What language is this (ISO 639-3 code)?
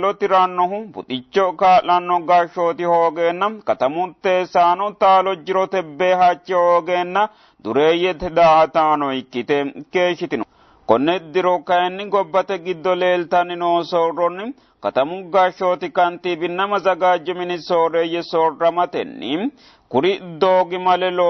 sid